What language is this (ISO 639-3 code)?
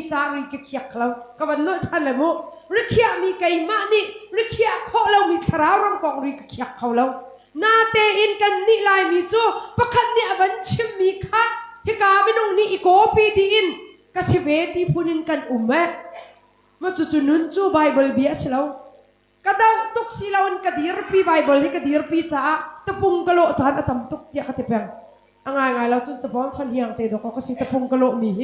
cnh